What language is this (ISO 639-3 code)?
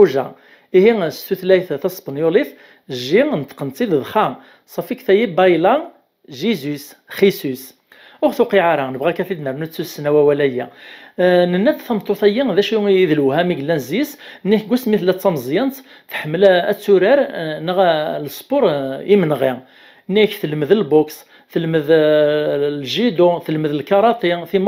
kab